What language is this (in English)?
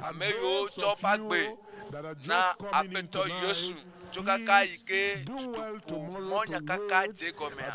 Ewe